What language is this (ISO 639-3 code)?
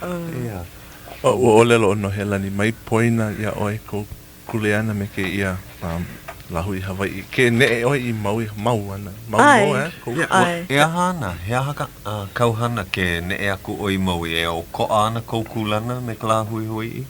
haw